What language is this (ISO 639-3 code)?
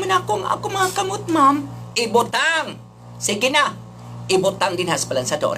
ceb